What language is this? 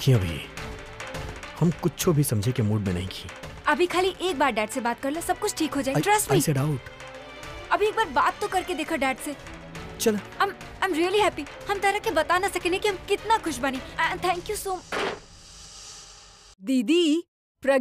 Bhojpuri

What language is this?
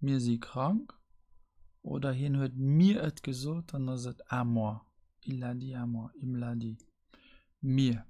Luxembourgish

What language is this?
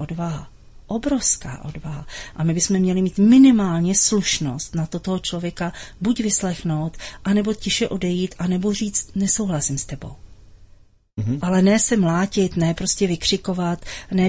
Czech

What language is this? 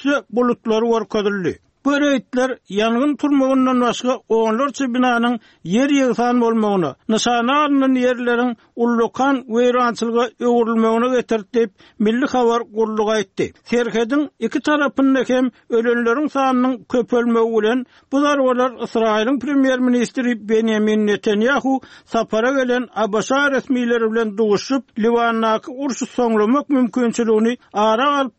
Turkmen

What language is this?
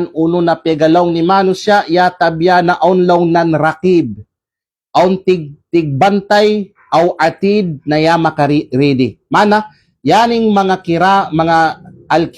Kalagan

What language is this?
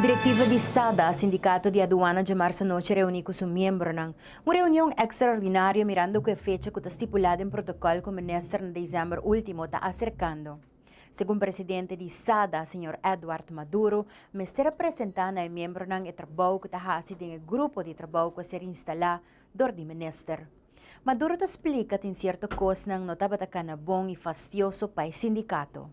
Papiamento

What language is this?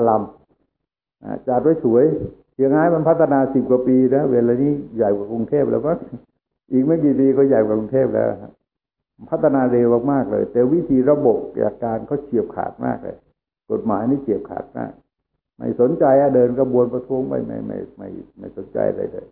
Thai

